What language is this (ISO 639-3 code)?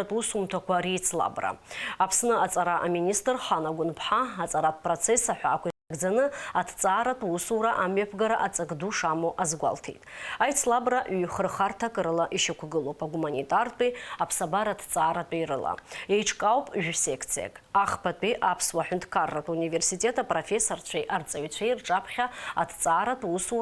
abk